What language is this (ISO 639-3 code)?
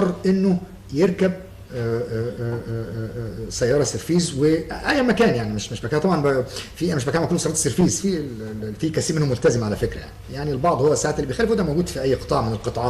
arz